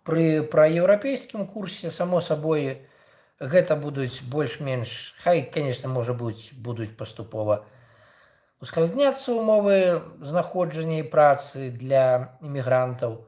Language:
Belarusian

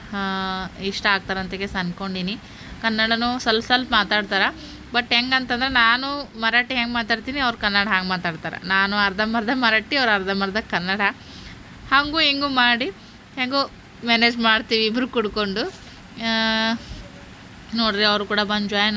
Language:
Kannada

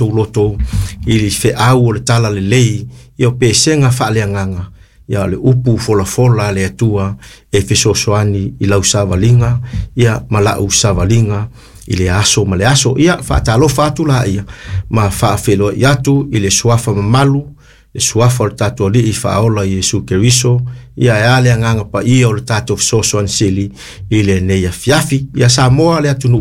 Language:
Samoan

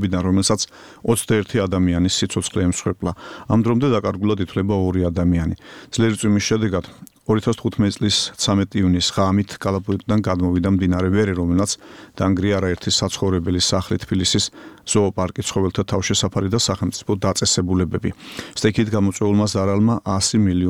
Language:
Georgian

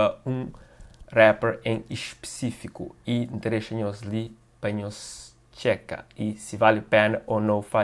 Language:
Kabuverdianu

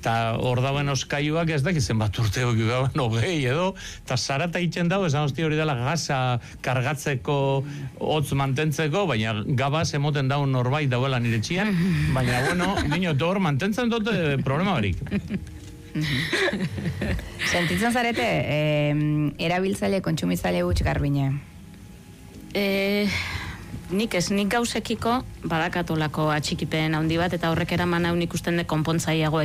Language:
Basque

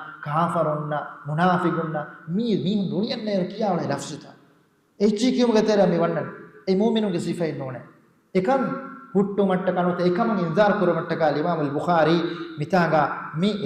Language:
Divehi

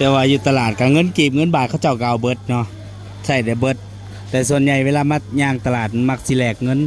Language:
Northeastern Thai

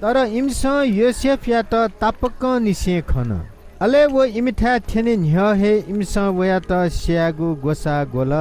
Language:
Newari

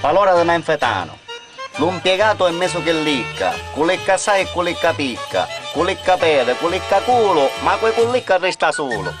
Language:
Sicilian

